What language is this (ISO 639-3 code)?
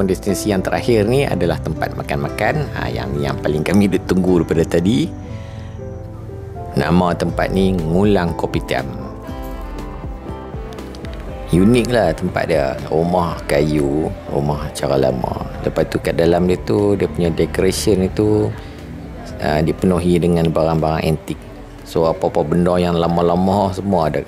msa